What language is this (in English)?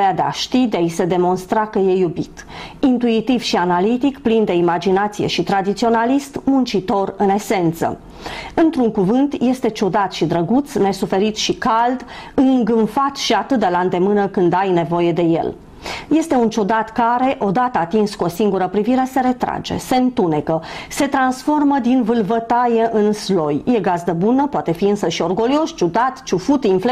Romanian